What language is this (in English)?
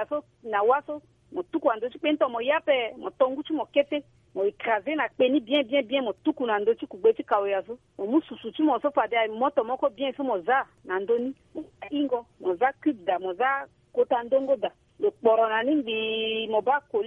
Sango